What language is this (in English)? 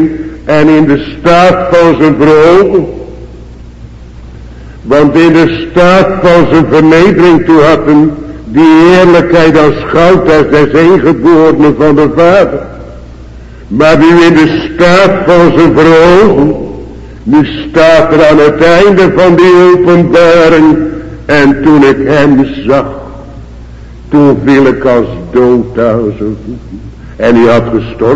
Dutch